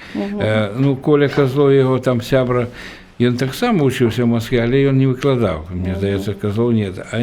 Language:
Belarusian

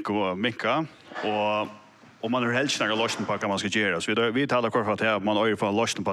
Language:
Faroese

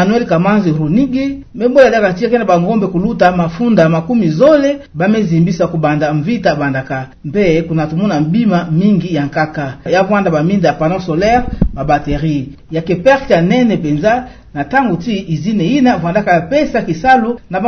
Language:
Kituba (Democratic Republic of Congo)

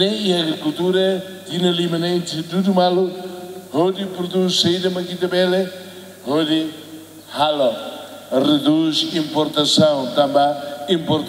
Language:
Tetum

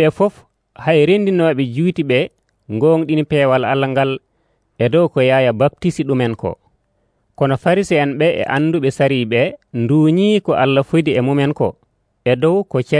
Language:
Nigerian Fulfulde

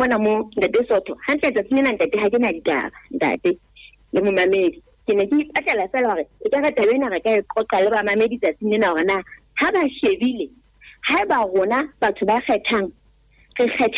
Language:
Southern Sotho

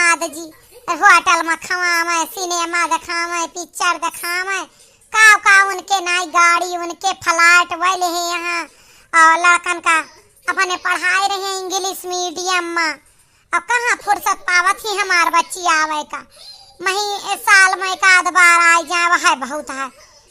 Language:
Awadhi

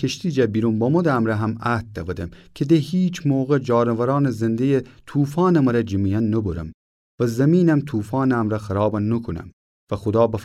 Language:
Gilaki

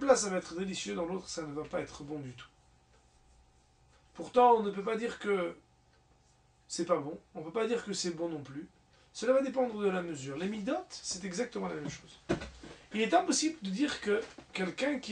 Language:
French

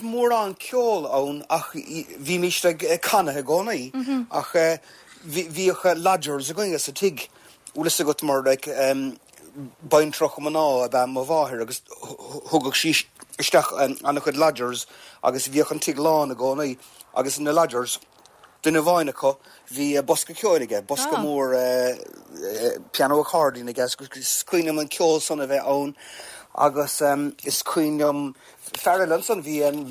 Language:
Irish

